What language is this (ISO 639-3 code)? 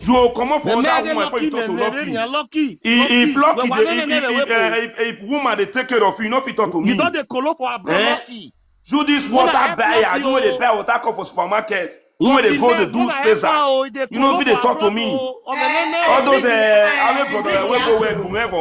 pcm